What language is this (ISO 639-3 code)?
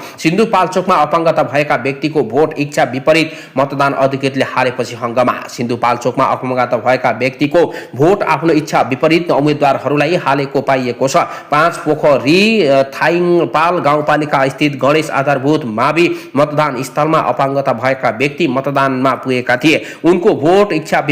nep